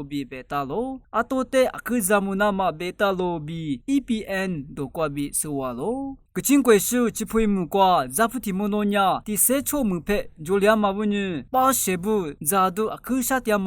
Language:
Lisu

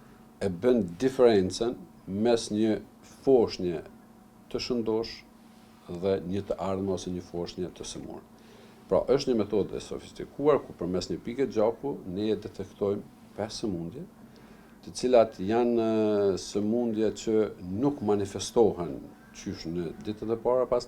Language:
Albanian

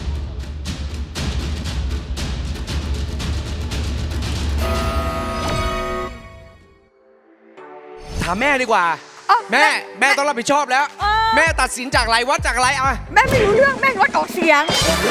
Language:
Thai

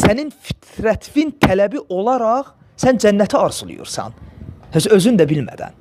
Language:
Azerbaijani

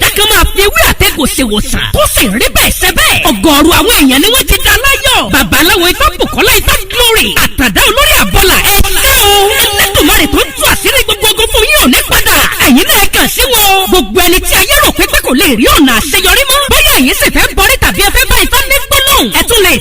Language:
Yoruba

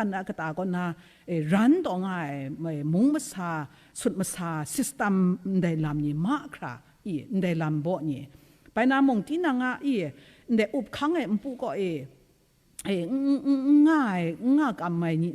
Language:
Kachin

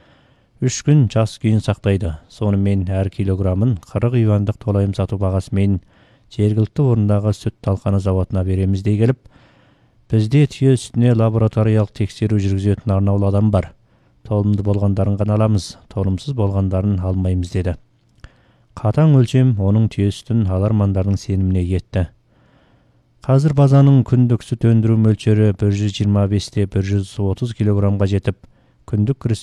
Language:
Kazakh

